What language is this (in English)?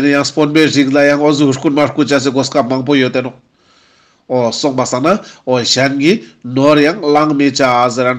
Ladakhi